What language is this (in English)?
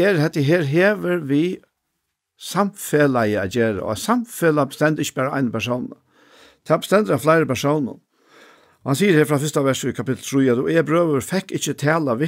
Faroese